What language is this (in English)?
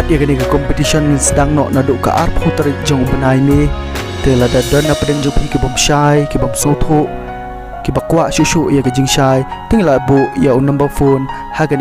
Khasi